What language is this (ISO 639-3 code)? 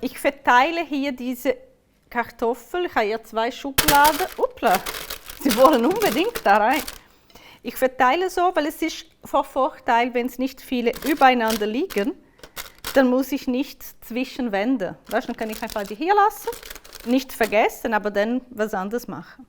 gsw